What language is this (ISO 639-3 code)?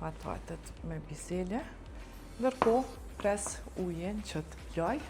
sqi